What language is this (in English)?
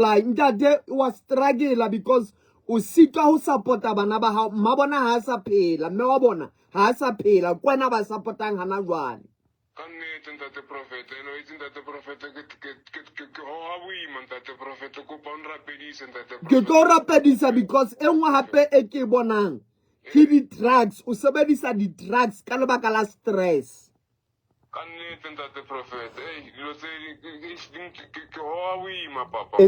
Southern Sotho